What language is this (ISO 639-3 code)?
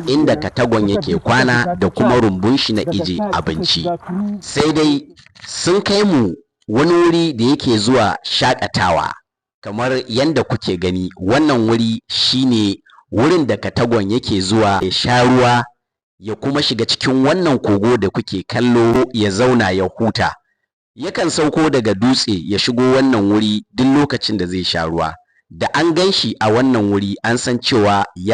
hau